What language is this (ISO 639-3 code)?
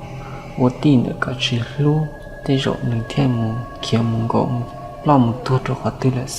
hmn